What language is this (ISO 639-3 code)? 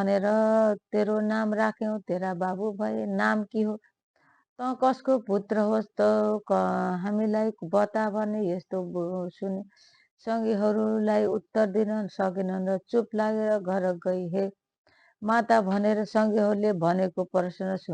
nep